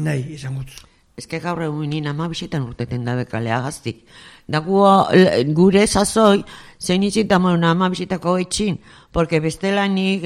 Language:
Basque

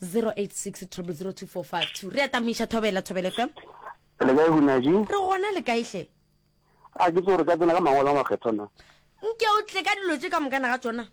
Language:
Northern Sotho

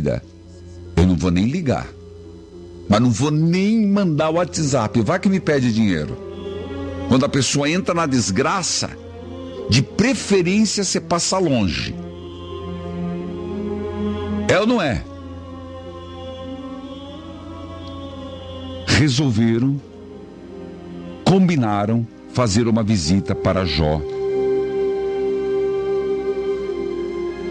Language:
Portuguese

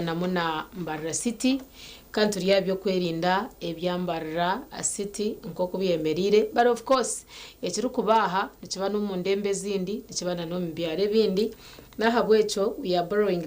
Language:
Nyankole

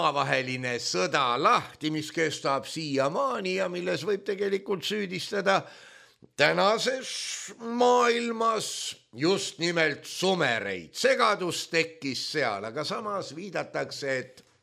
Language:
Estonian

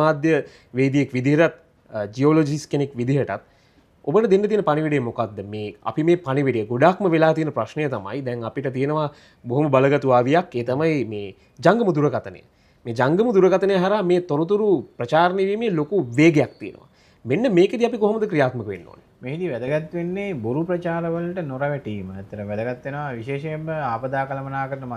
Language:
Sinhala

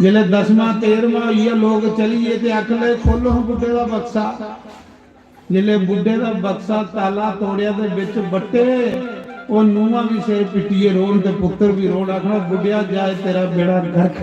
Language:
Dogri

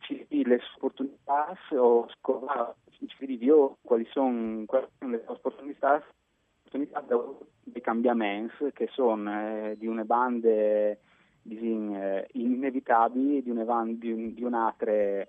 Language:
Friulian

